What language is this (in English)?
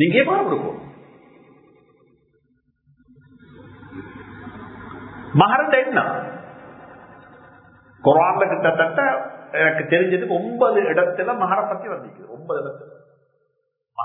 Tamil